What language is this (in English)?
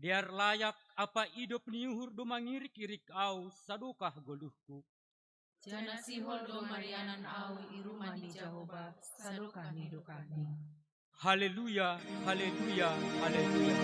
Batak Simalungun